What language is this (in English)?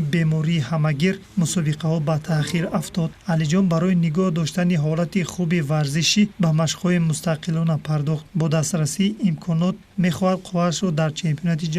Tajik